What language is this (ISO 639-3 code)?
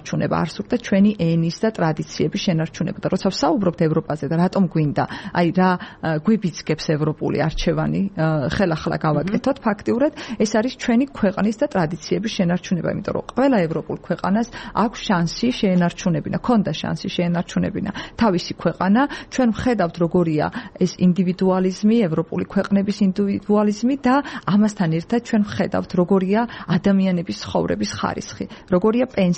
kat